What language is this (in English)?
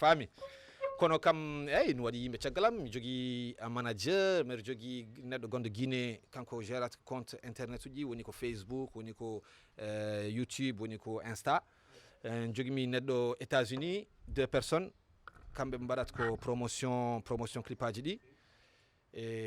Fula